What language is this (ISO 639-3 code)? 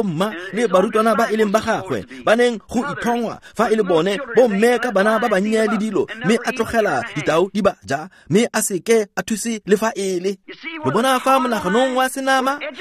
tsn